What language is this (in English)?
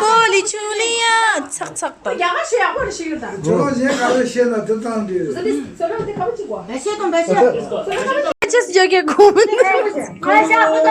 Tibetan